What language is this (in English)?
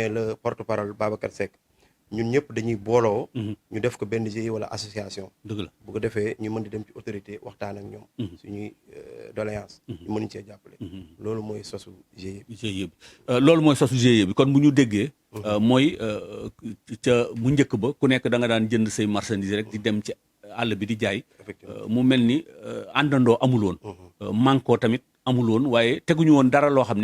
Wolof